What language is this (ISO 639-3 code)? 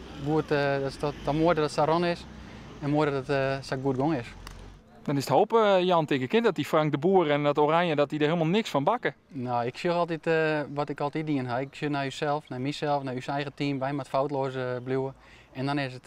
fry